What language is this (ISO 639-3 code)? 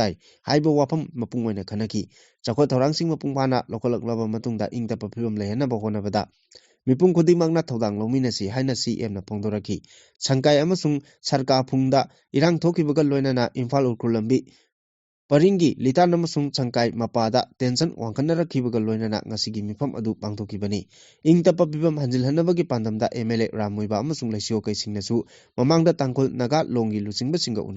mni